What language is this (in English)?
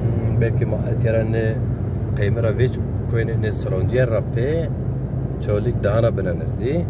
Zaza